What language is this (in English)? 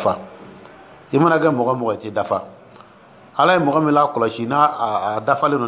Dyula